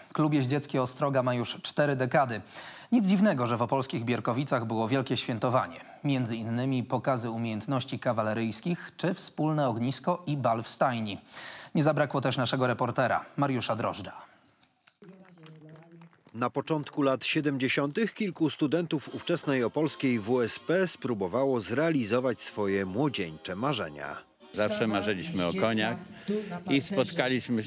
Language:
Polish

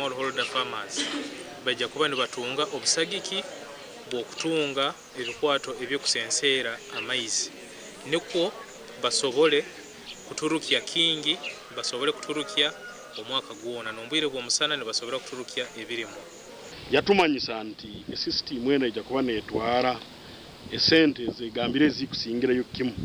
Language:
Nyankole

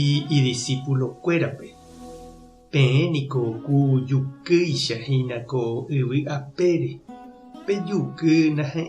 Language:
Guarani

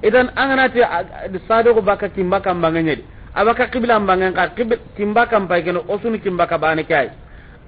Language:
Soninke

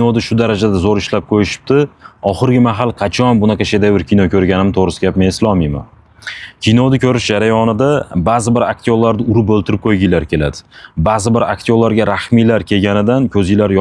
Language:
Uzbek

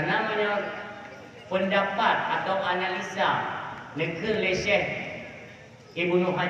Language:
Achinese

